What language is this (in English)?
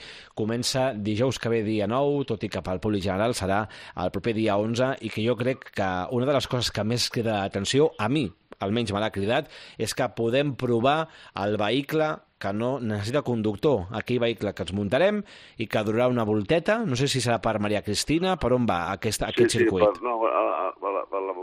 Catalan